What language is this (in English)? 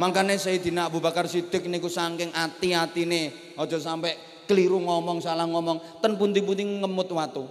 Javanese